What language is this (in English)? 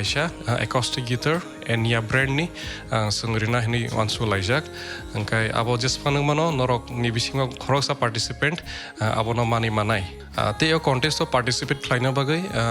Kok Borok